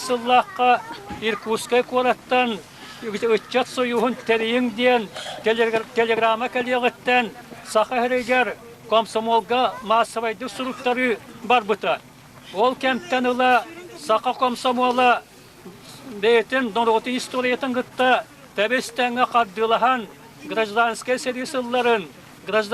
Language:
Yakut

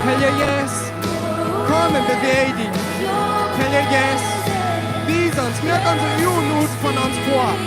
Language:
Plautdietsch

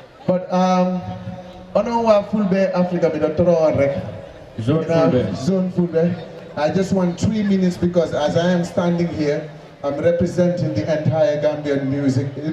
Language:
Fula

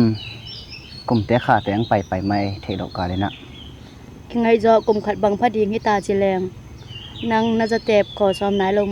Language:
Tedim Chin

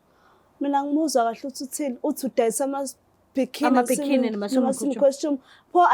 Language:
Zulu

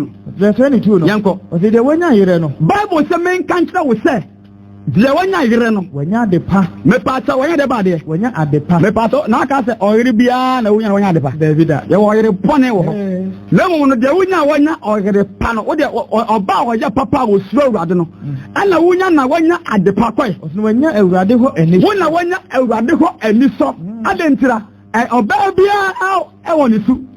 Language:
Akan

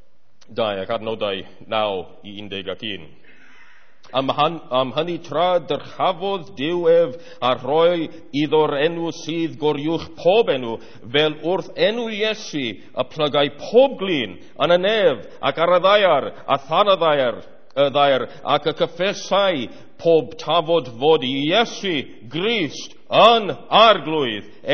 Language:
Welsh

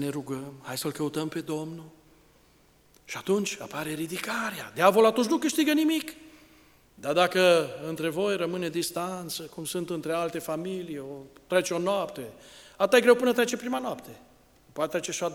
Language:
Romanian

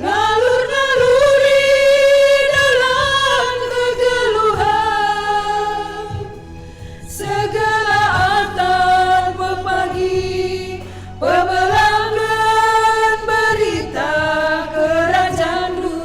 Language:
Batak Karo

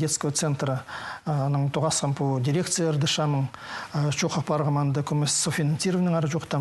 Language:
Khakas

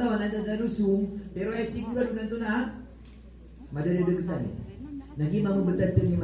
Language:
Maranao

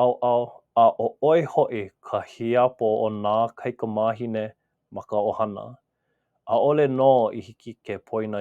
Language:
Hawaiian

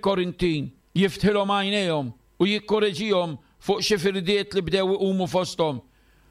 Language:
Maltese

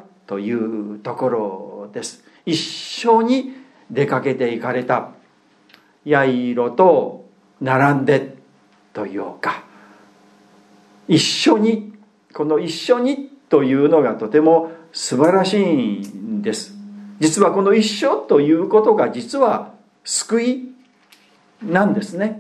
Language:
Japanese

